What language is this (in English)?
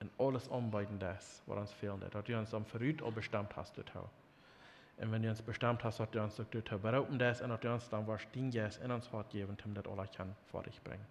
Plautdietsch